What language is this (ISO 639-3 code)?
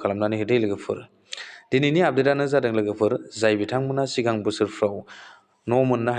brx